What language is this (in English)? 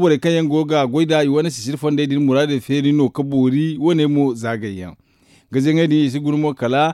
Zarma